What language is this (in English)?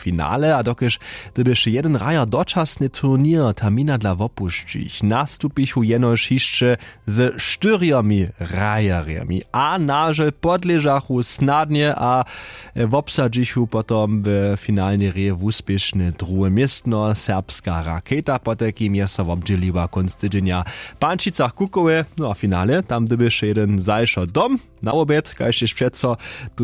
Upper Sorbian